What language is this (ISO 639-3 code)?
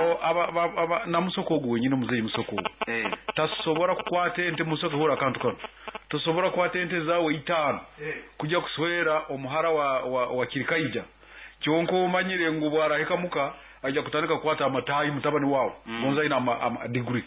nyn